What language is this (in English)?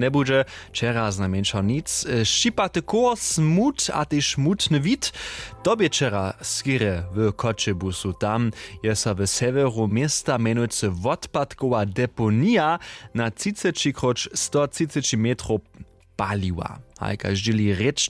Upper Sorbian